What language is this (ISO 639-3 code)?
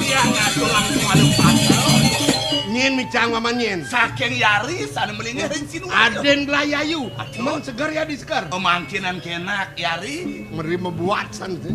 ban